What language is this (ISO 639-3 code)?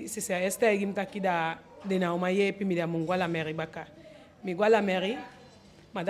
djk